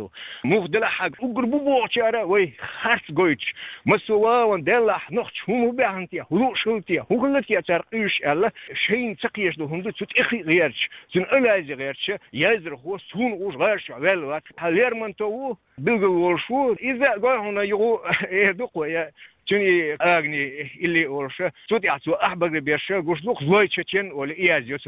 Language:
Chechen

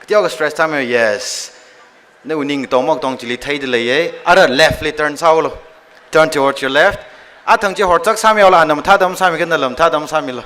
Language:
Tangkhul Naga (India)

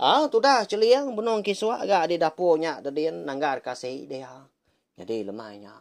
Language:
Iban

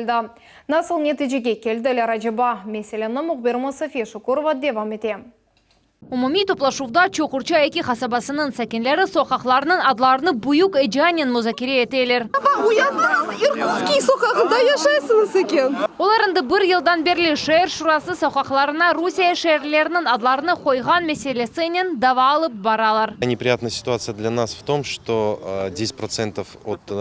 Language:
Crimean Tatar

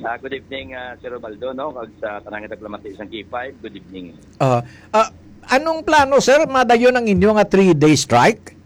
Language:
Hiligaynon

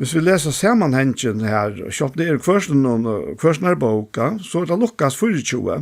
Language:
Faroese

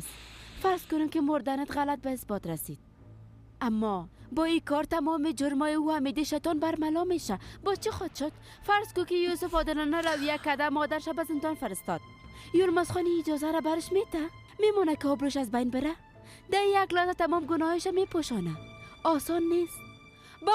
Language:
Persian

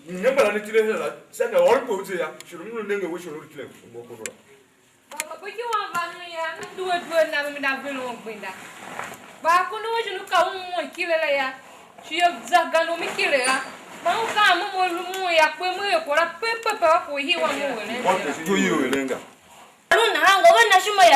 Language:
Tiv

